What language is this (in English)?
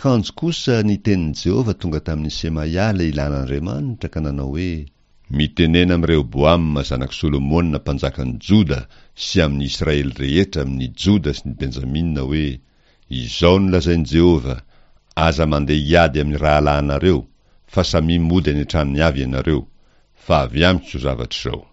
Malagasy